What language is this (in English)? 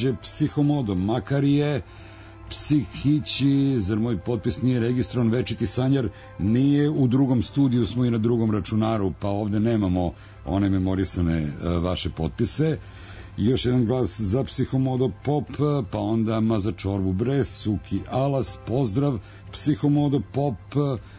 Serbian